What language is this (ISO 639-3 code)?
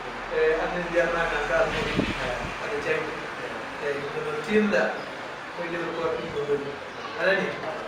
ful